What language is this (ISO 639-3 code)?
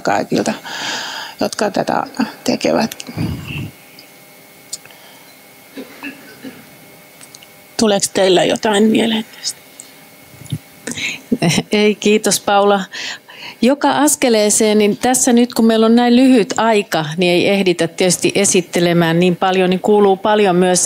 fin